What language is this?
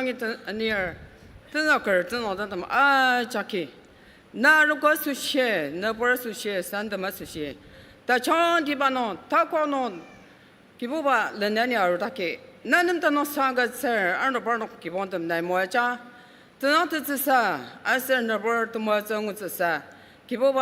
Ao Naga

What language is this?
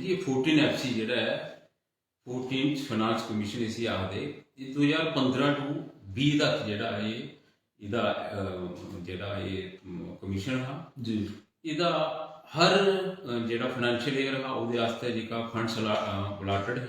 Dogri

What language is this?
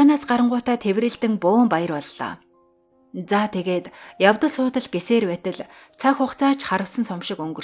Mongolian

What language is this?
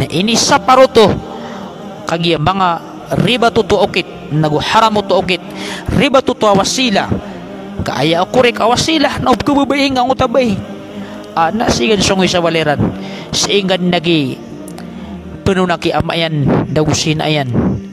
Maranao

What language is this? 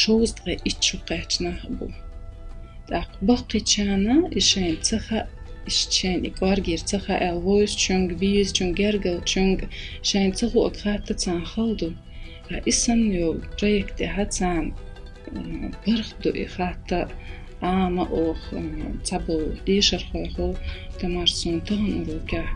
Chechen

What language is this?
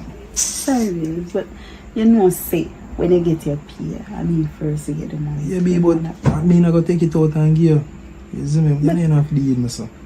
Jamaican Creole English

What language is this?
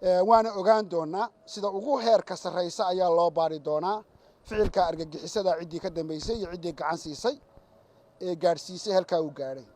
Somali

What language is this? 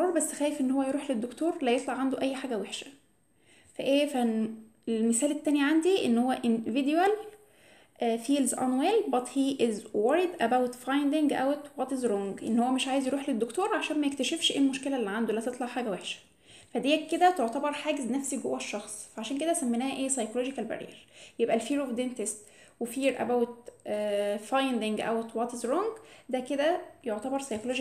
Egyptian Arabic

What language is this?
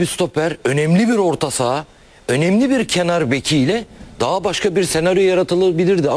Turkish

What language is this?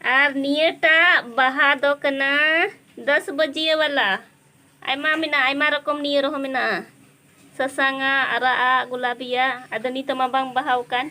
Santali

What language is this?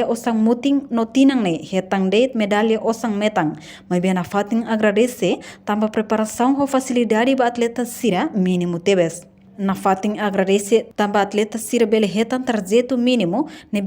Tetum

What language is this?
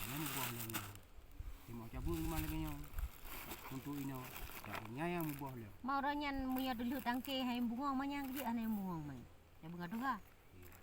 Achinese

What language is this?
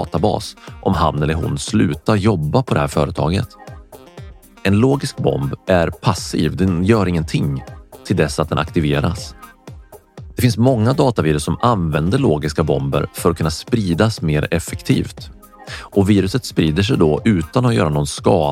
Swedish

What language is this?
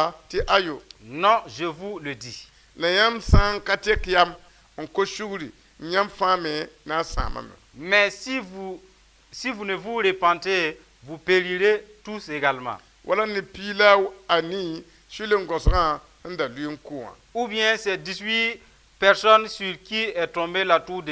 Mossi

